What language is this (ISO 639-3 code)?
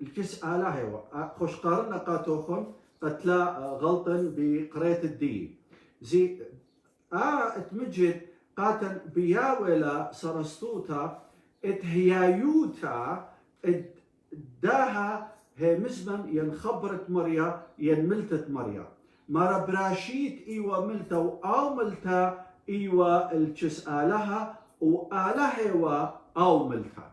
aii